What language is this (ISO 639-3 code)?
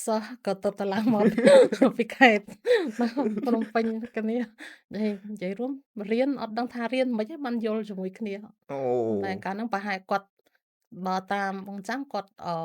khm